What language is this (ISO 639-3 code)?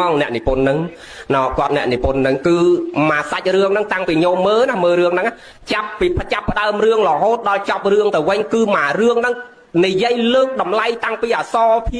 khm